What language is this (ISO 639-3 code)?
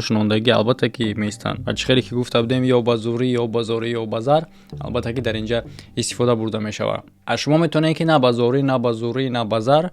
tgk